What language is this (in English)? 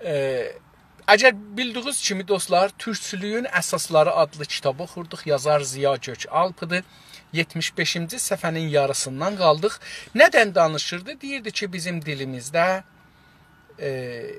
South Azerbaijani